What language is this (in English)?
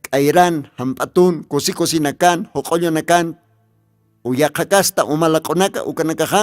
Aymara